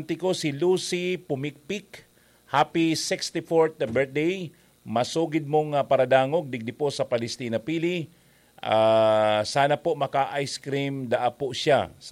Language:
Bikol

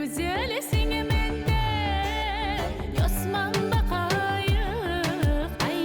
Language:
Crimean Tatar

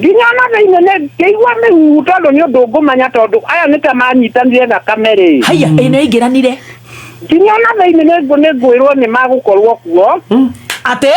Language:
Kikuyu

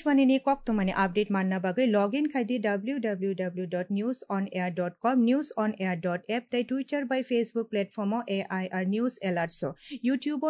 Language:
Kok Borok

